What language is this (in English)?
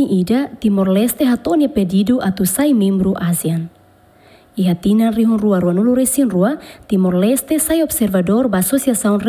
Tetum